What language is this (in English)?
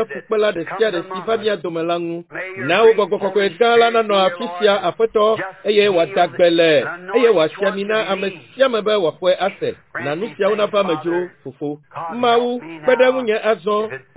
Ewe